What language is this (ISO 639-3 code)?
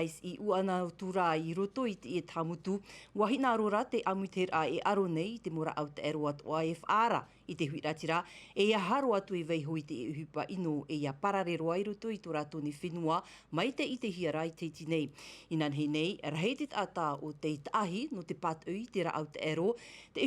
tah